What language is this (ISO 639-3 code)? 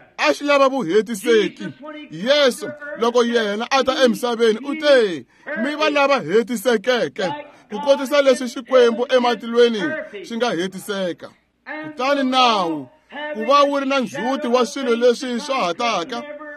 tso